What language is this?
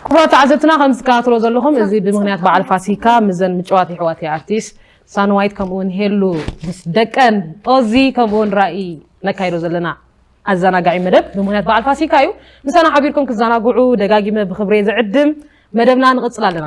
Tigrinya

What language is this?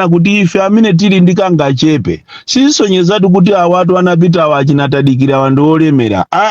Nyanja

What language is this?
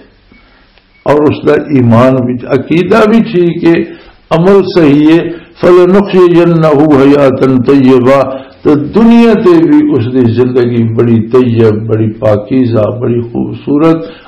Western Panjabi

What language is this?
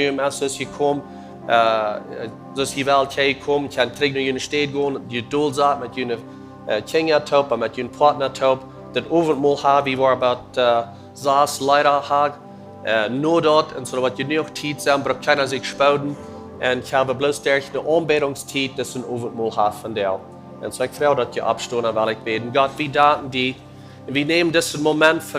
Plautdietsch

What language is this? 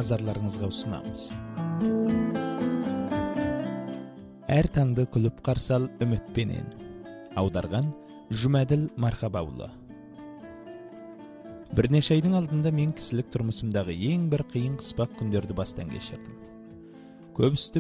Kazakh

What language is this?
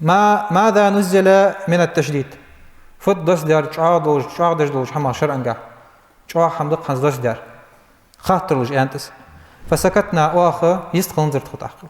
Ingush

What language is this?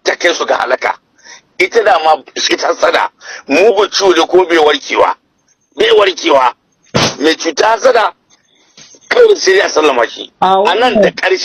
Hausa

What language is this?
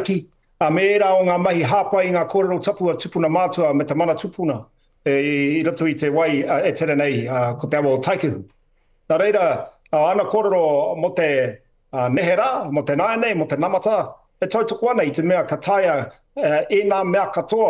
Māori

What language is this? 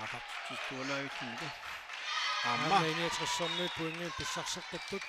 Kalaallisut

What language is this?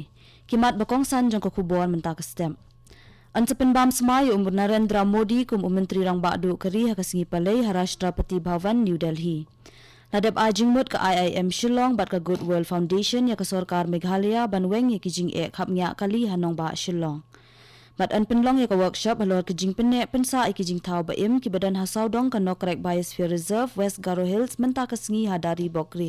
Khasi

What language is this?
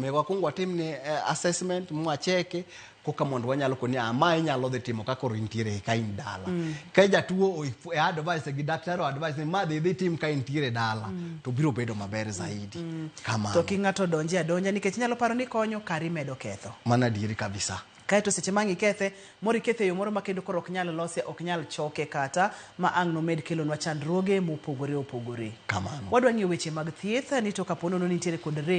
Luo (Kenya and Tanzania)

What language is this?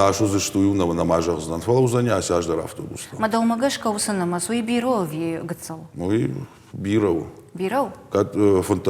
Ossetic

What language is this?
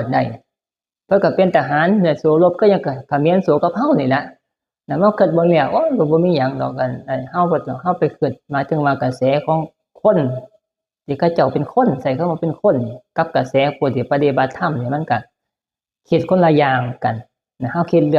Northeastern Thai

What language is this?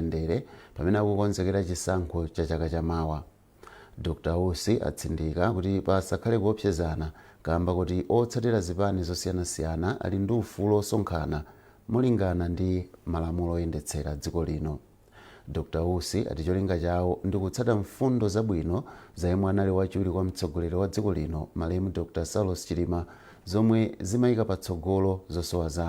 Nyanja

